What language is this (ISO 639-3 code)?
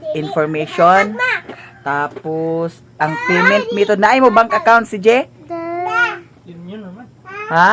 ceb